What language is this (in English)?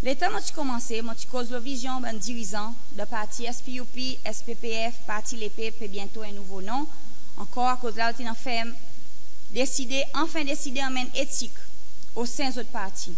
Seselwa Creole French